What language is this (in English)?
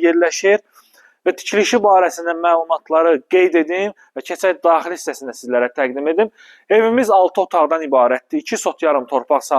Azerbaijani